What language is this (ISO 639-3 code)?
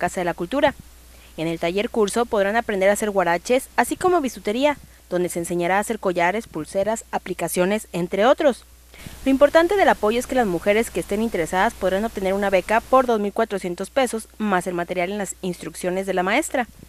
spa